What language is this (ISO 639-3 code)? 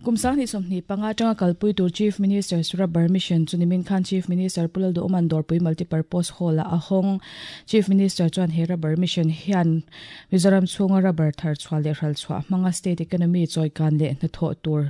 lus